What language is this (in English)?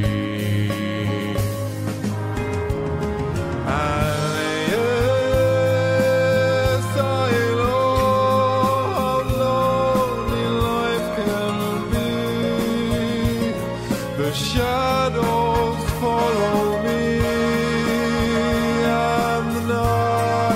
English